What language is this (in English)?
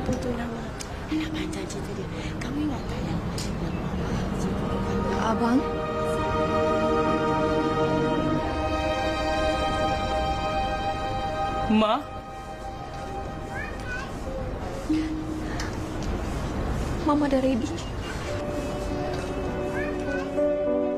Malay